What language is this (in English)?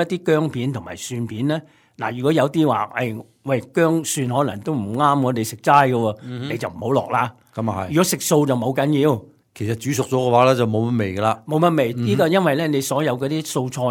Cantonese